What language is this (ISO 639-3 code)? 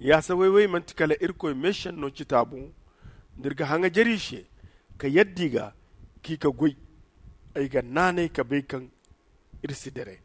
dje